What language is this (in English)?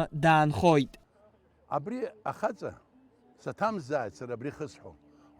Abkhazian